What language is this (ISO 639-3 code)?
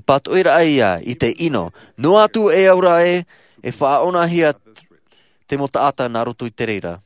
tah